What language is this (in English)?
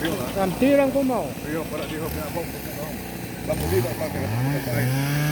Central Mnong